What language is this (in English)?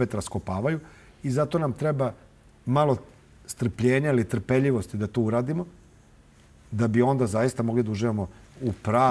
Serbian